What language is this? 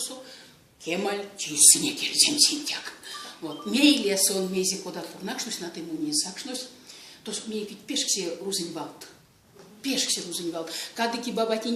Erzya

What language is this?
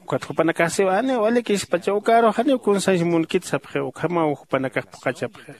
Aymara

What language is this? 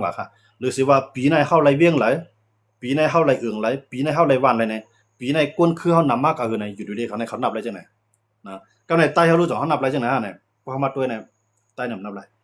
Shan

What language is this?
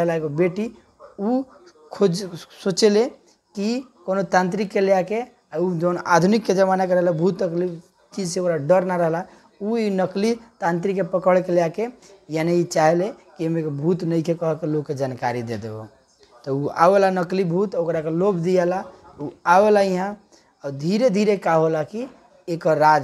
Bhojpuri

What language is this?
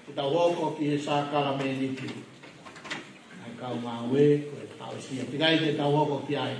Tongan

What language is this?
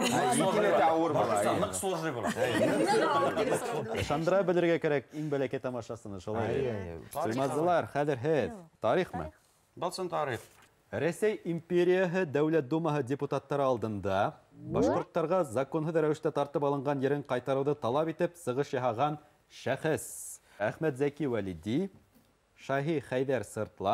Bashkir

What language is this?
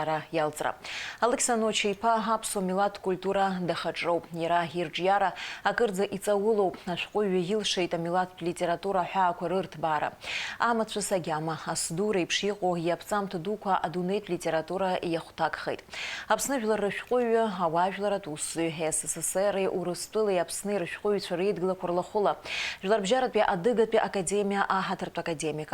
Abkhazian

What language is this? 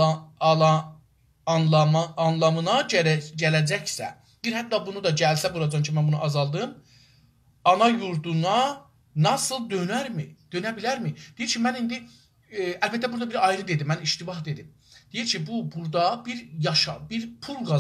South Azerbaijani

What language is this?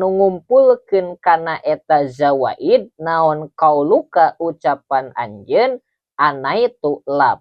Sundanese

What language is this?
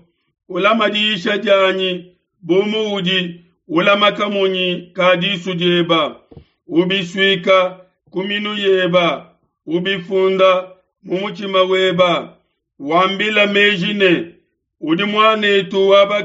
Luba-Lulua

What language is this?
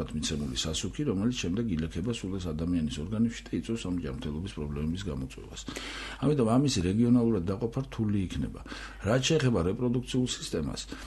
Georgian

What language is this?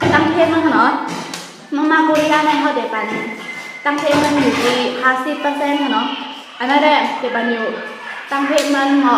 Shan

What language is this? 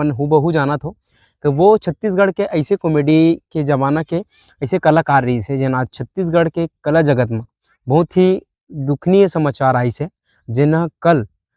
Chhattisgarhi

